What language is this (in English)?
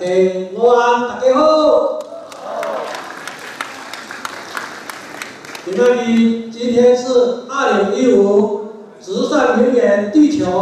Chinese